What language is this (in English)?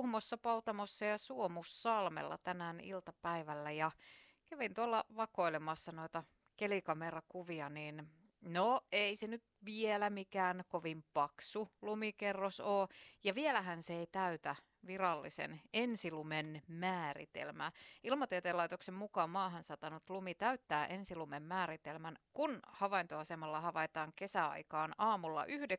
Finnish